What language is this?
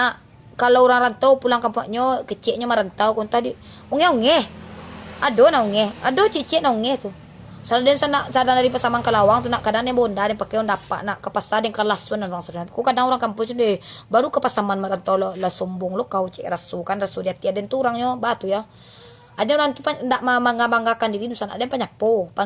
Minangkabau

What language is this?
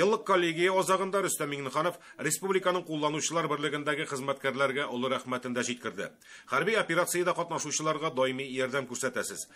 Tatar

